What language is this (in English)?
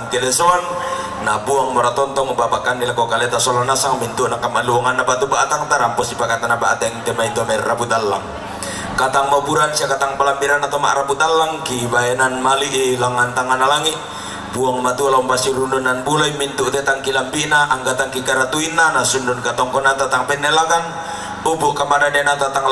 Toraja-Sa'dan